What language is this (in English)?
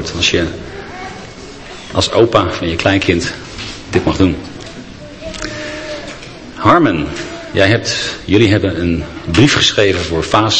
Dutch